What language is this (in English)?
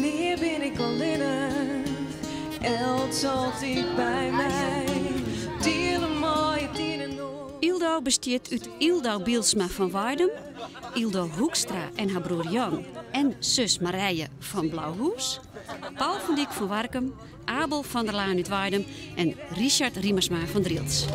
Western Frisian